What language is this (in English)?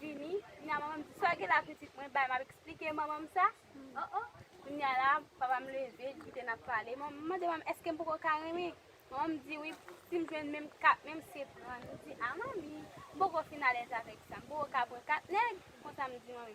Haitian Creole